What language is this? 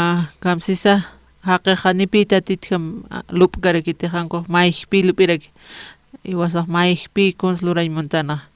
Aymara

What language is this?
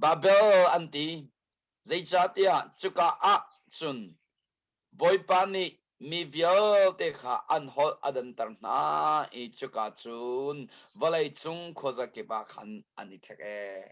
Hakha Chin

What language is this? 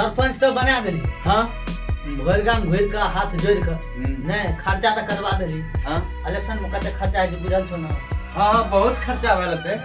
Maithili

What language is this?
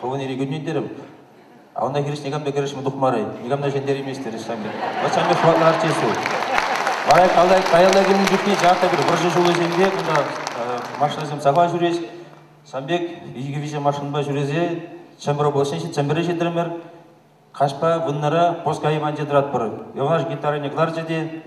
Chuvash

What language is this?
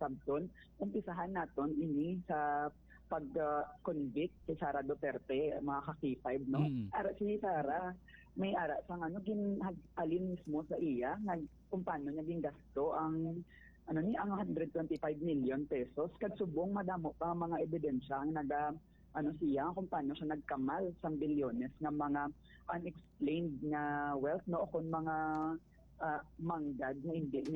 Hiligaynon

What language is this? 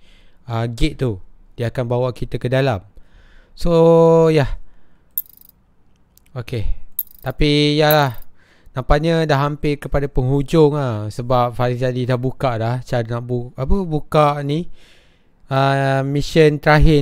Malay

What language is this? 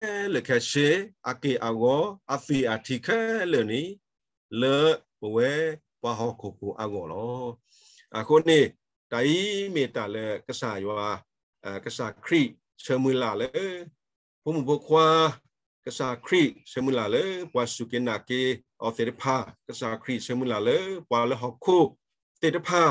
S'gaw Karen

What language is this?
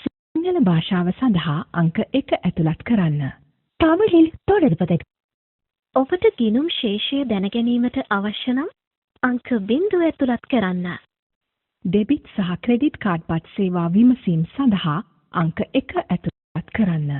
Sinhala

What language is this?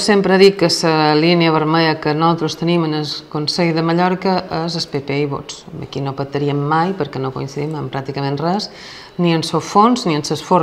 Catalan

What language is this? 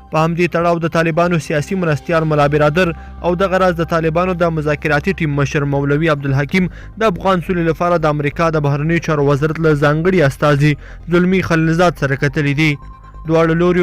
Pashto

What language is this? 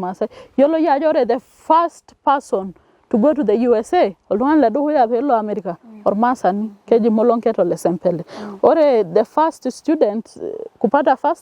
Masai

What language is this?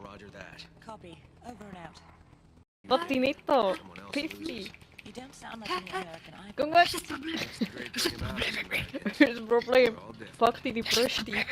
Swiss German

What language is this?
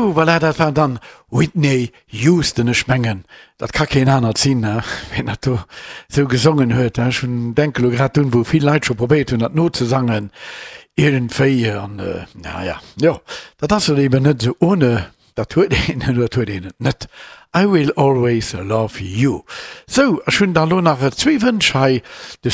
Luxembourgish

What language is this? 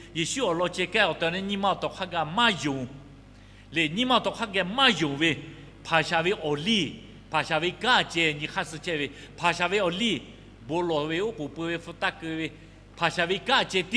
Lahu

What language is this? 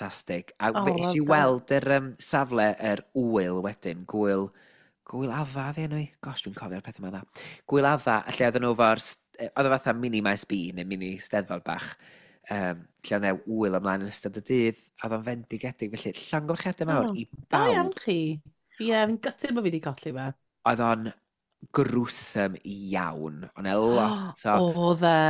Welsh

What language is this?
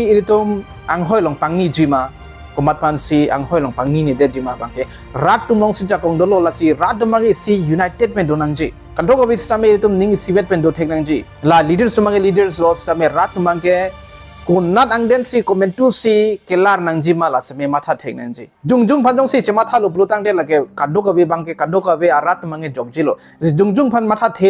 Karbi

